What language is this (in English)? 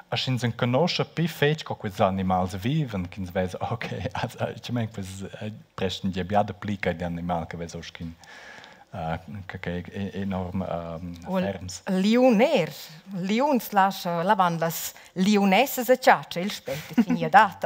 Romansh